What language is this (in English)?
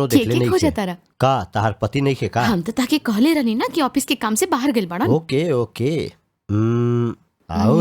Bhojpuri